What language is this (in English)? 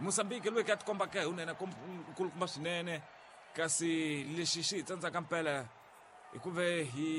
Tsonga